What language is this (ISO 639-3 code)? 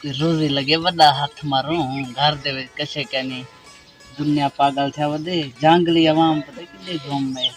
skr